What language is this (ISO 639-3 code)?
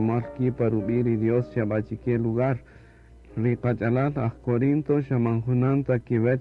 cak